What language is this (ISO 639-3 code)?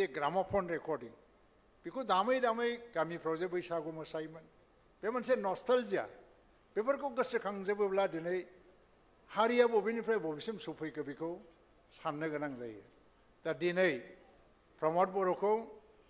brx